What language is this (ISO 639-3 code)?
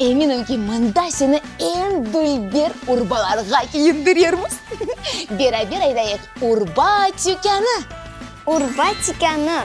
crh